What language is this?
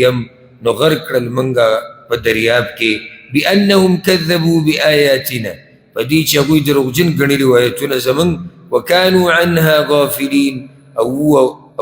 Pashto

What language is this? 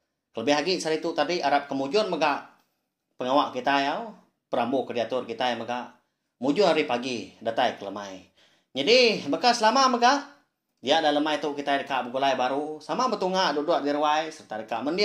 Iban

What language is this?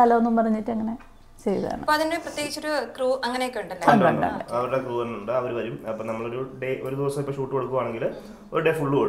Malayalam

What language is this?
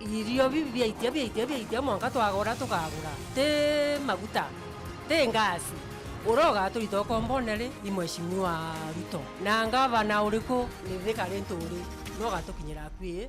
Meru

